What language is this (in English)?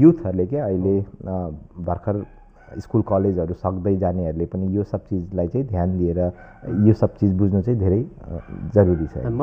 Nepali